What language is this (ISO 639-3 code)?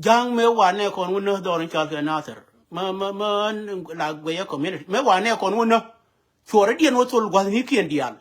nus